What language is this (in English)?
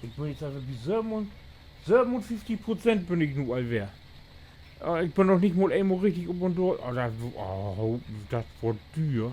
Low German